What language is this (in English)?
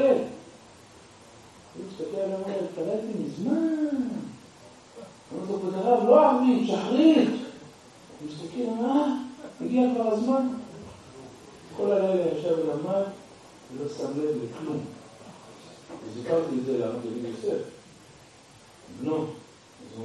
Hebrew